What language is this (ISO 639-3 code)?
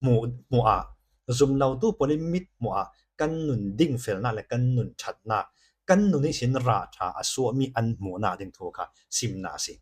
cfm